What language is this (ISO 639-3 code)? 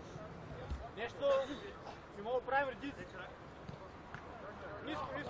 bul